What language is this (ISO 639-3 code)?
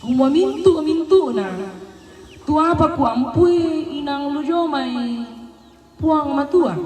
sda